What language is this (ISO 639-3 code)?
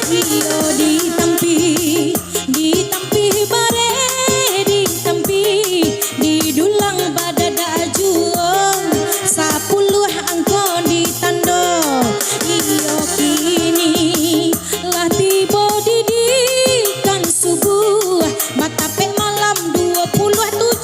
min